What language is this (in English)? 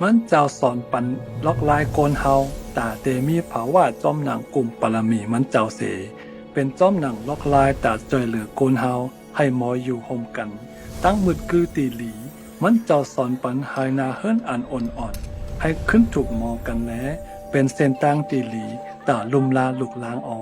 Shan